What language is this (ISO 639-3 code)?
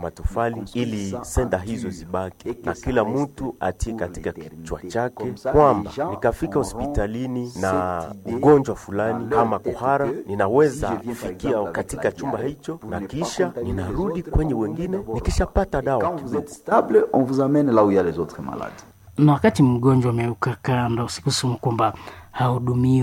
swa